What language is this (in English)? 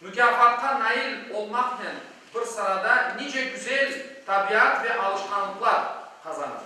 Crimean Tatar